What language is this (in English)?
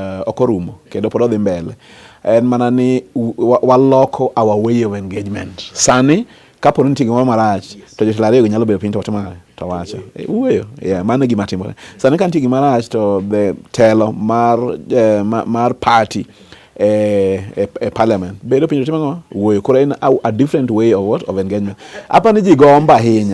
Luo (Kenya and Tanzania)